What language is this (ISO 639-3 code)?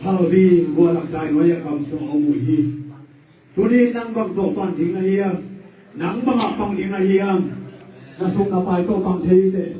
ctd